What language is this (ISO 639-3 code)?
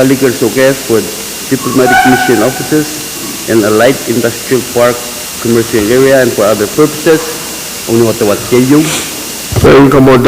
pon